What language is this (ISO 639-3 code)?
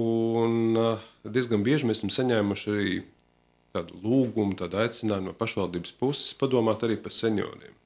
lav